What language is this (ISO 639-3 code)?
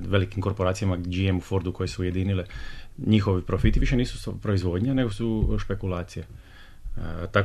bos